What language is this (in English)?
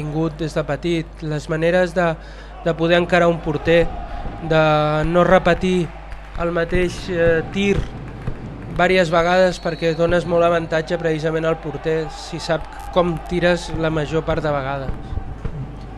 Catalan